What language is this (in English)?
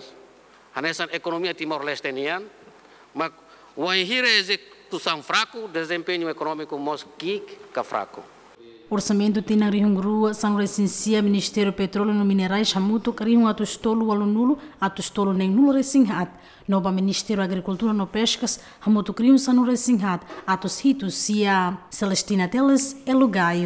Tetum